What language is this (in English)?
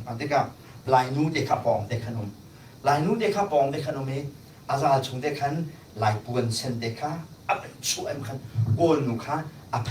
Hakha Chin